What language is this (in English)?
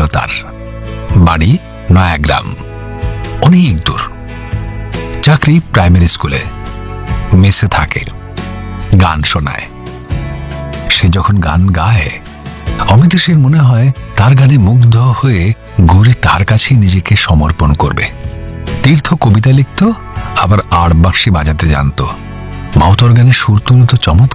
Bangla